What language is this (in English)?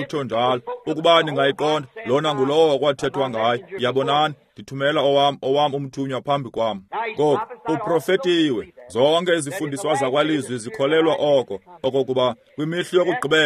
Xhosa